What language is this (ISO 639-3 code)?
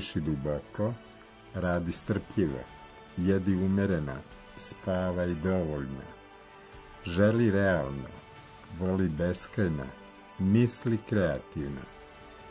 srp